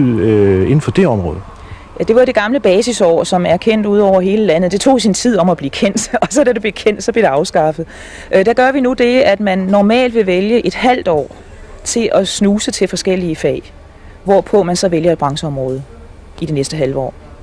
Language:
Danish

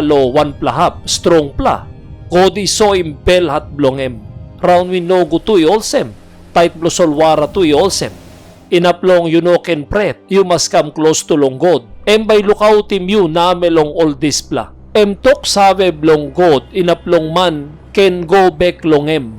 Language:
Tok Pisin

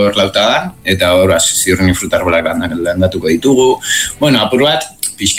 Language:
Basque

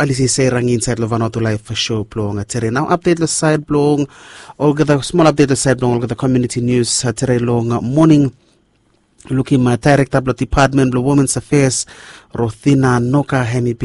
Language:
Bislama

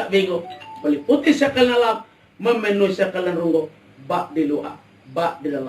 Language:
Minangkabau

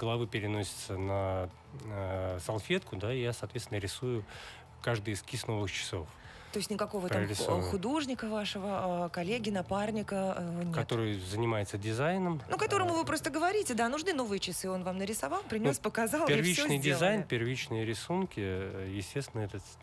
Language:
Russian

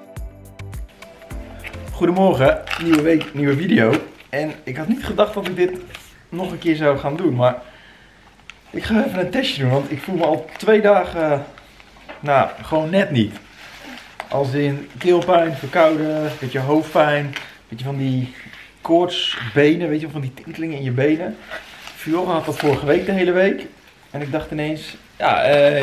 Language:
Dutch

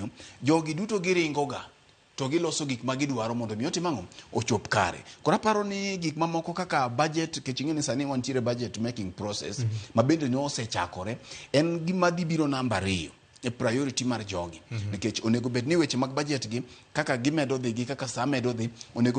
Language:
Luo (Kenya and Tanzania)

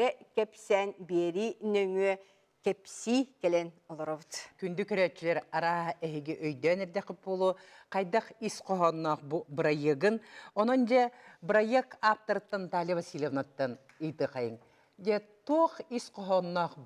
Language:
Yakut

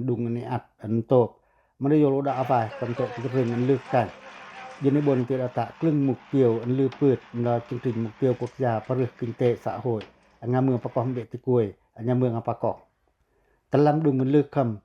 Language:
Pacoh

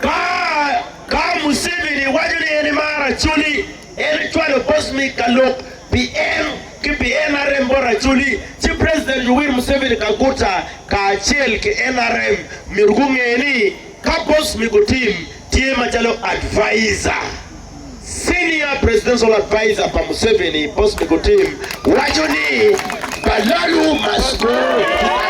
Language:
Acoli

